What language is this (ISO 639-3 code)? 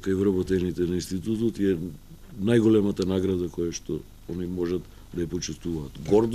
mkd